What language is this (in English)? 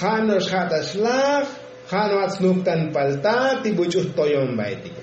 Tzotzil